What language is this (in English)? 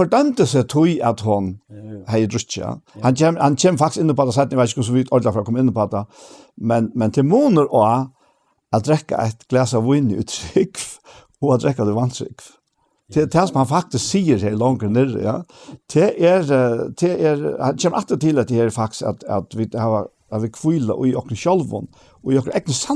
Faroese